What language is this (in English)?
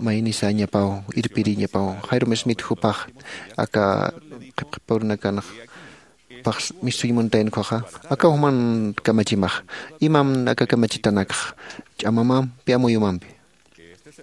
Aymara